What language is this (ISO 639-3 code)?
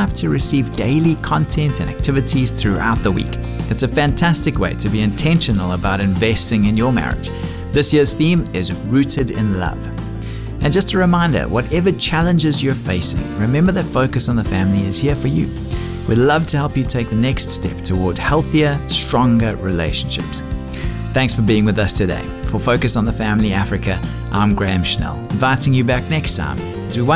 eng